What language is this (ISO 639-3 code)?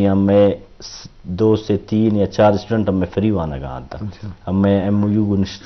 bgp